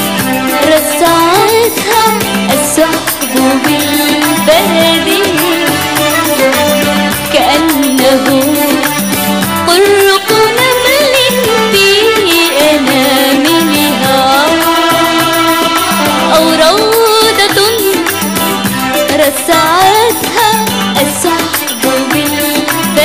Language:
Arabic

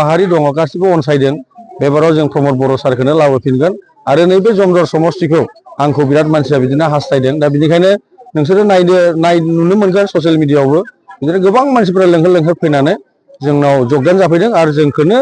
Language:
Bodo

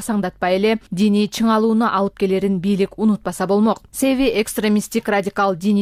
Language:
Kyrgyz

